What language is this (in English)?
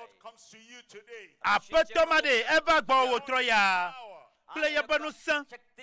Ewe